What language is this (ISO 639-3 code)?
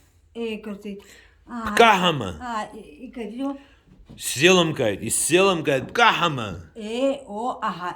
abk